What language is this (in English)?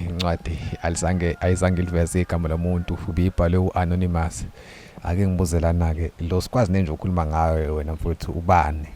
Zulu